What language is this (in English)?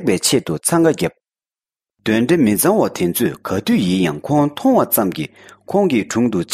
Tibetan